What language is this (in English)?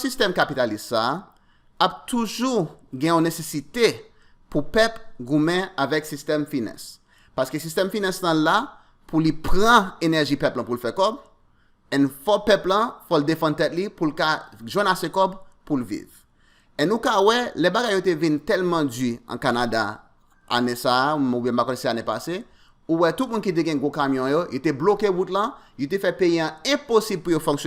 Haitian Creole